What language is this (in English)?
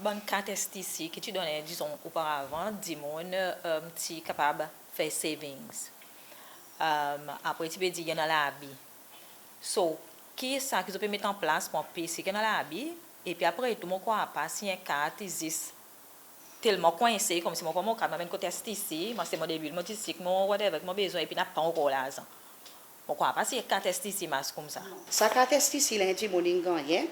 Seselwa Creole French